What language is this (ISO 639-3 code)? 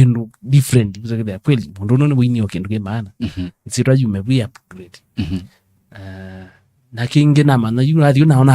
kam